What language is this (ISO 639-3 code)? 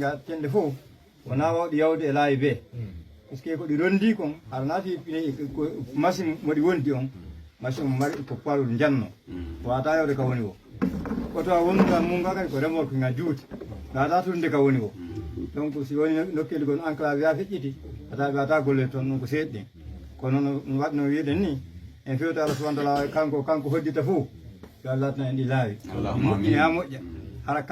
ful